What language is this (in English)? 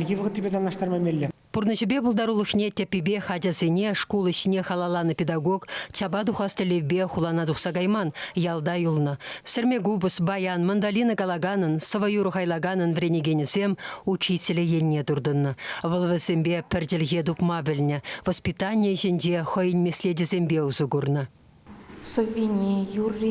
Chuvash